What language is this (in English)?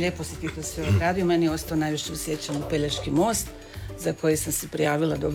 Croatian